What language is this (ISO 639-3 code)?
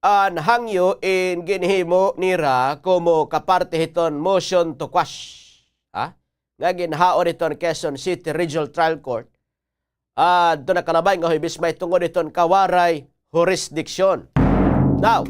war